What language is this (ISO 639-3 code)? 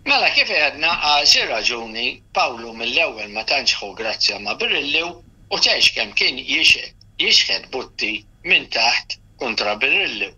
mlt